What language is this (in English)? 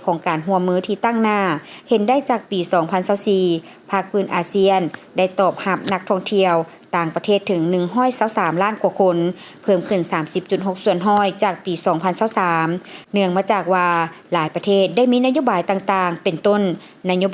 Lao